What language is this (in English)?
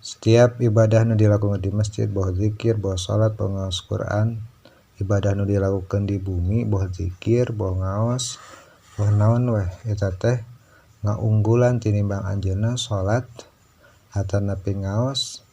Sundanese